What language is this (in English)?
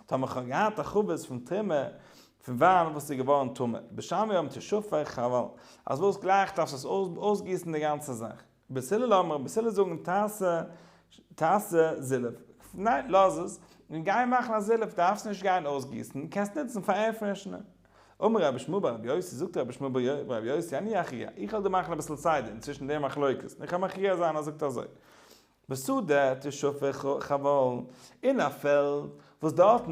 Yiddish